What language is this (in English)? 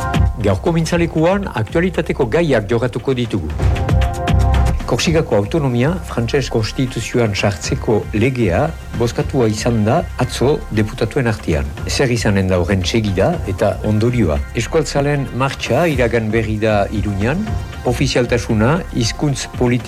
Basque